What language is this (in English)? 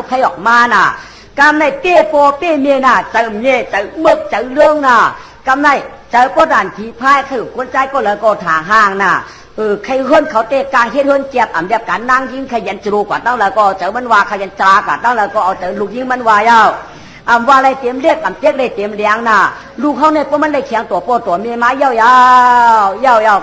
Shan